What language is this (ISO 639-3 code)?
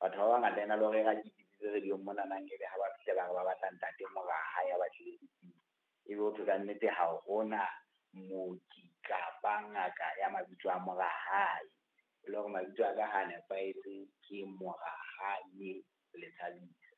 sot